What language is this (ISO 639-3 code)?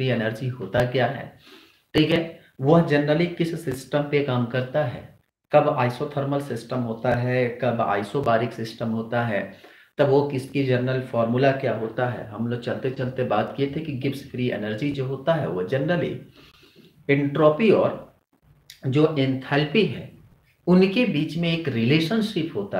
hin